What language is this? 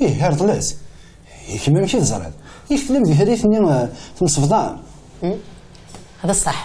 Kabyle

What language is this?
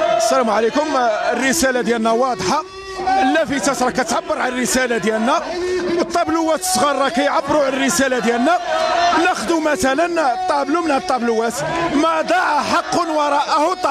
Moroccan Arabic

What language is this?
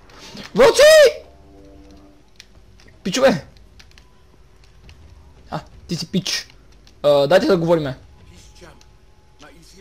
Bulgarian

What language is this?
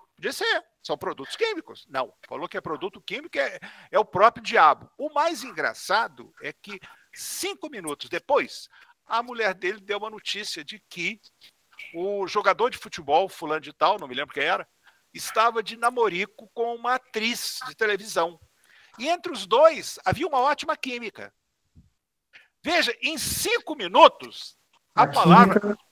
Portuguese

